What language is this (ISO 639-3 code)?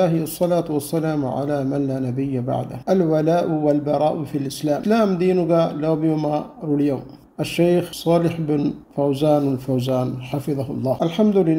div